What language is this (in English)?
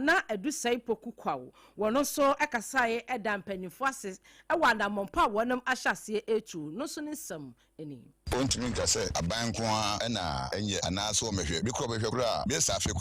Akan